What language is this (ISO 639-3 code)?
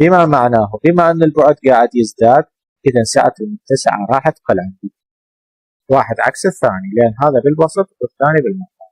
acm